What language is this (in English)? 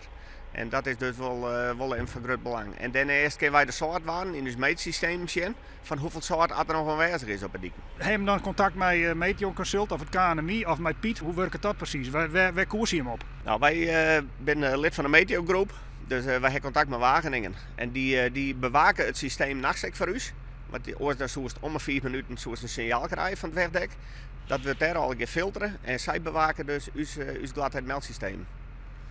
Western Frisian